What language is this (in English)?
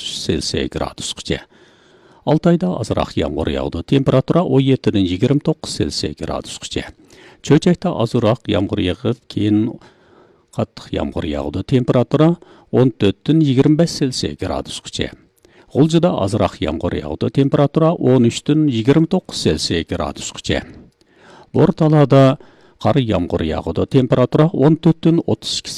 Uyghur